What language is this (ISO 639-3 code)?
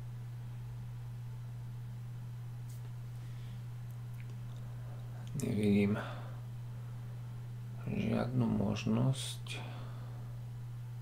slk